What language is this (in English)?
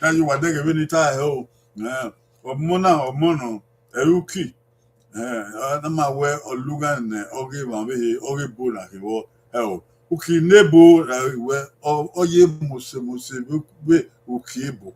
Bini